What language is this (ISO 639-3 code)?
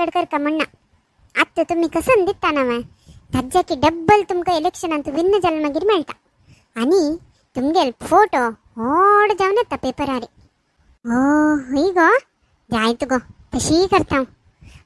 kok